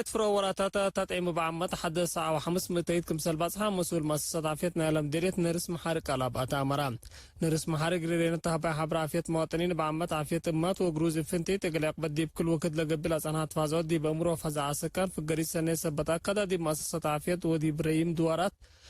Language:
Tigre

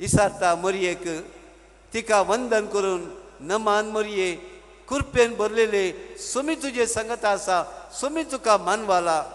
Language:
Konkani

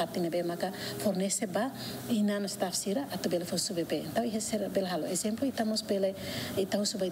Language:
Tetum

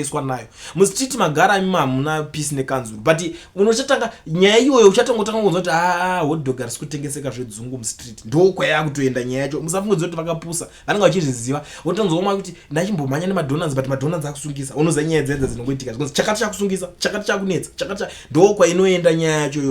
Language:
Shona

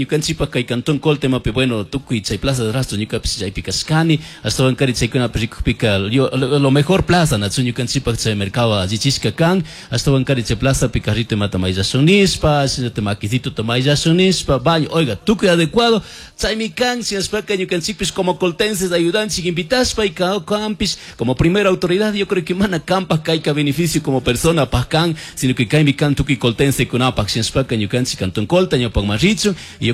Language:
Chimborazo Highland Quichua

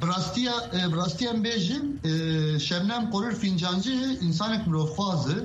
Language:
Kurdish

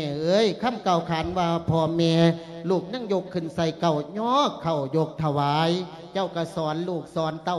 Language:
Lao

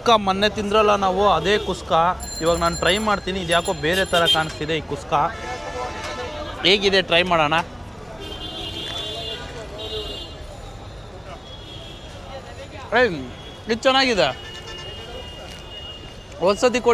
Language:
Kannada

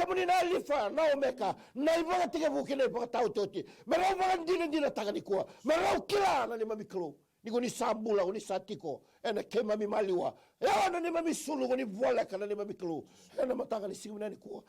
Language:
Fijian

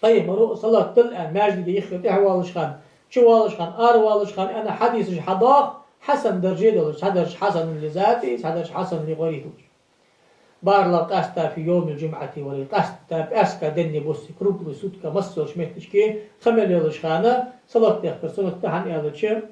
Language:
Ingush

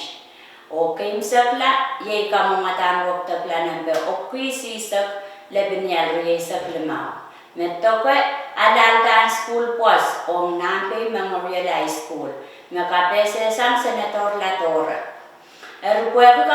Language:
Pohnpeian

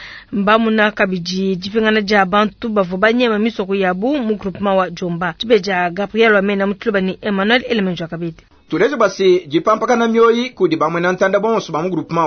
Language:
Luba-Lulua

